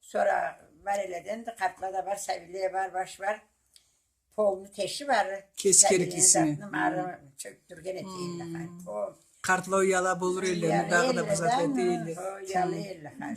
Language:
Karachay-Balkar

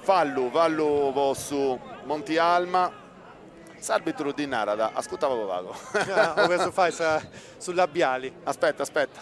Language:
Sardinian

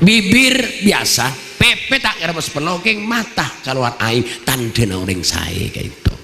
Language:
Madurese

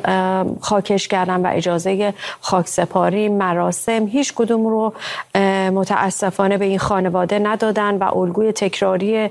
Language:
Persian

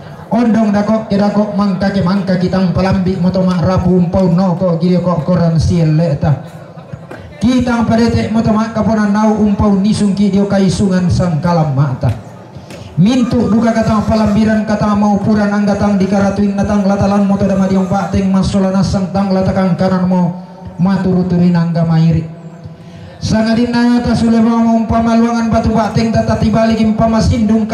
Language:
Toraja-Sa'dan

